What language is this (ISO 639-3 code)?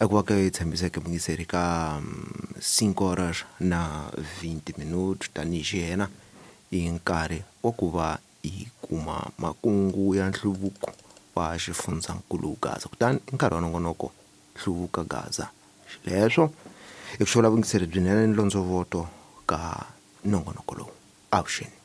tso